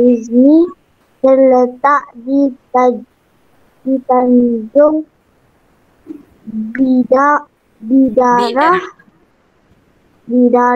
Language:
Malay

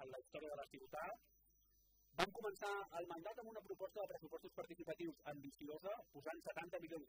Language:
Catalan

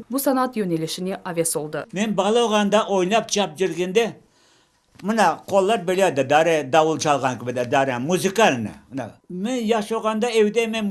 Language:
Crimean Tatar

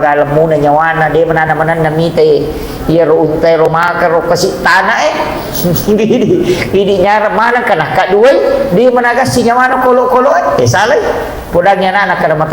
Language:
Buginese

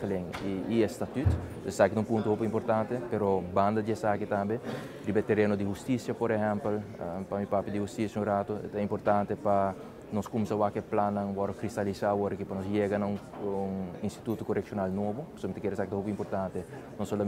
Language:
Papiamento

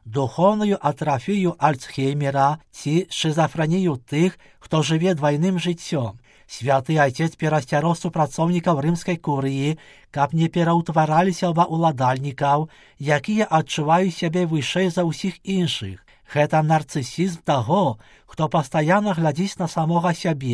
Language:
Belarusian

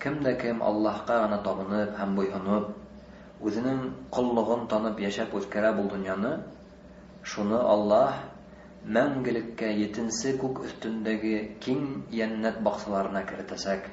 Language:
Bashkir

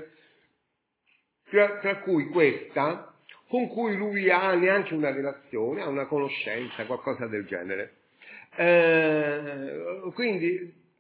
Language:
Italian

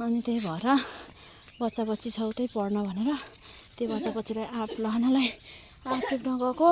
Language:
Nepali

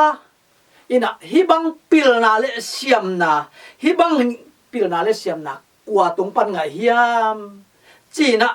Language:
Tedim Chin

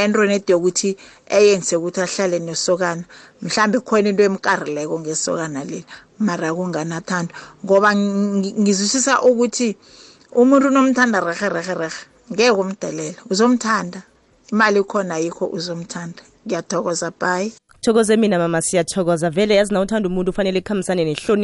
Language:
South Ndebele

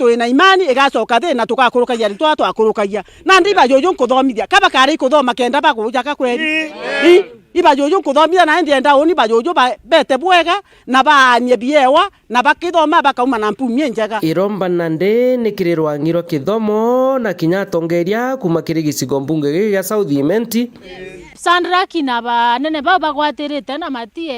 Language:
Meru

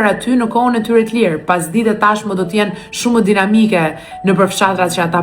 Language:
Albanian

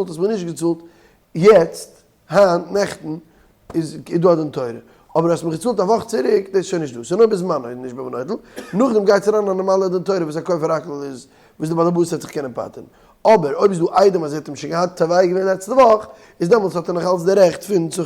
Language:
Yiddish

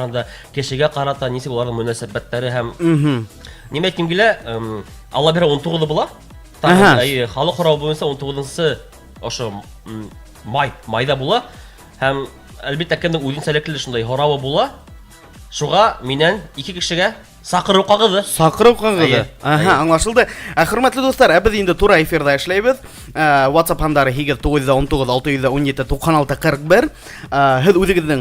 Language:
Bashkir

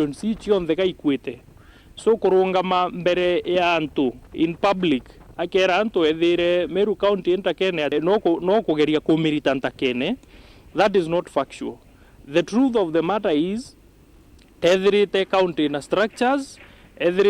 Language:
Meru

